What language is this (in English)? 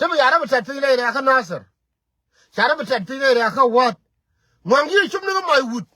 Nuer